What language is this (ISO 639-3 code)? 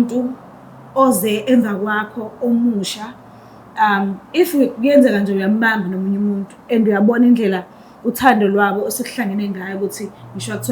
zul